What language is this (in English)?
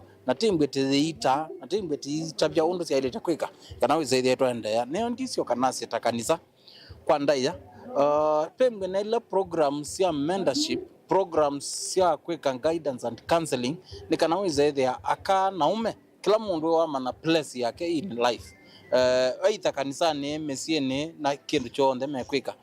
Kamba